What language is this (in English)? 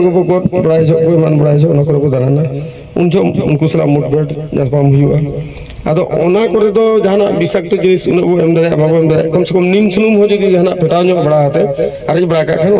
Santali